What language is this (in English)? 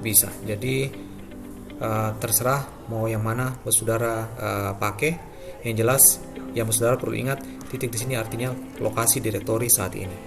Ambonese Malay